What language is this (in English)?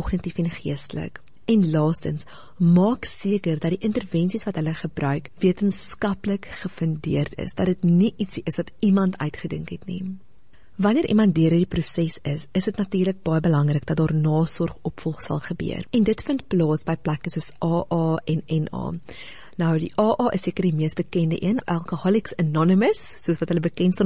Afrikaans